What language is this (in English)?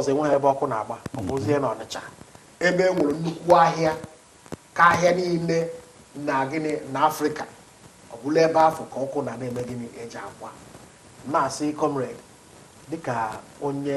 Igbo